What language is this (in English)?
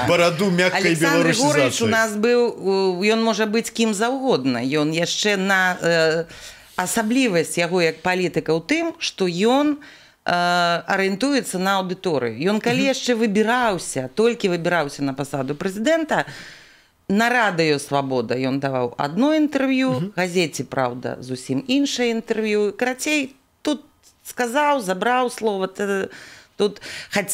Belarusian